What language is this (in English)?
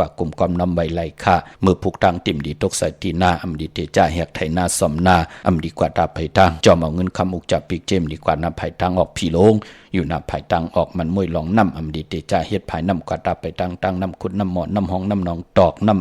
Shan